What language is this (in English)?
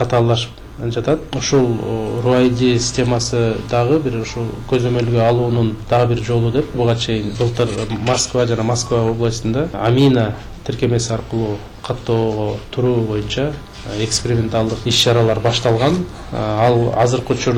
Kyrgyz